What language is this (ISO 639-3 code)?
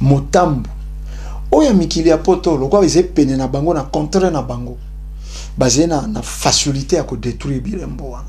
lin